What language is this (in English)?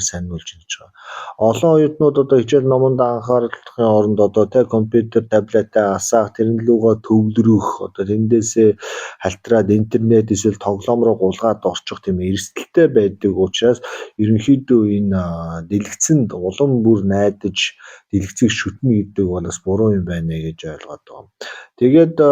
Mongolian